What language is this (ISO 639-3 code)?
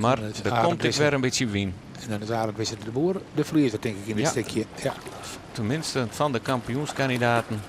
fry